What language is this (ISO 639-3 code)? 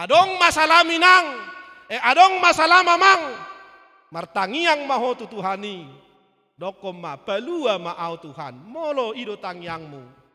bbc